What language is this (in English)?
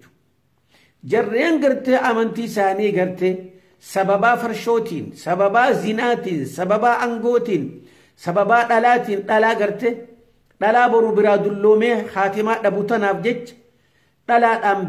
Oromo